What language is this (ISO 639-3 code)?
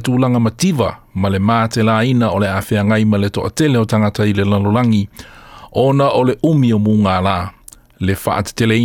smo